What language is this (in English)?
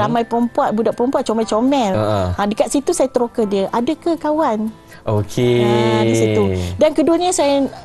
Malay